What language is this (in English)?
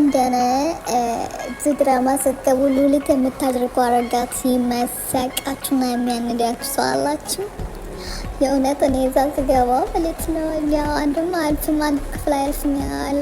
Amharic